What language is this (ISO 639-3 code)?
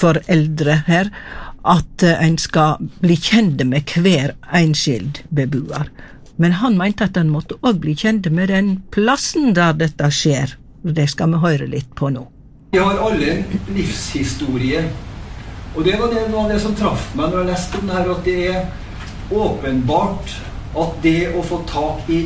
nor